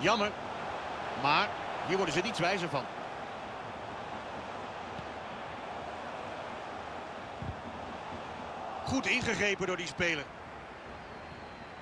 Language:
Dutch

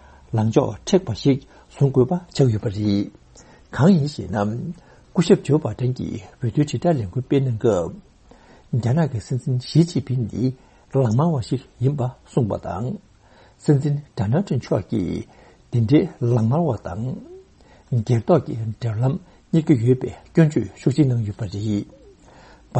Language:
Tibetan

